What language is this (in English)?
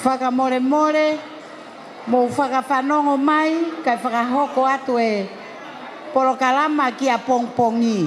Tongan